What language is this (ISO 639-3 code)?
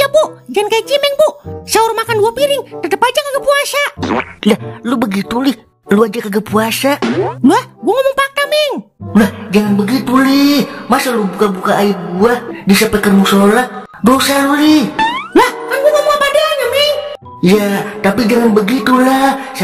bew